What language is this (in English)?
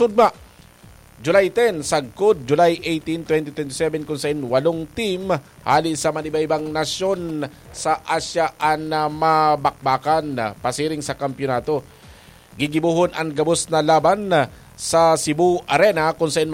Bikol